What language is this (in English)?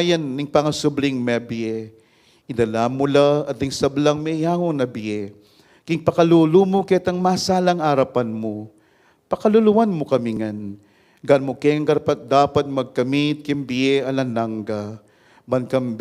Pampanga